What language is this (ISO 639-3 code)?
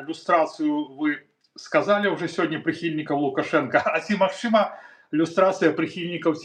bel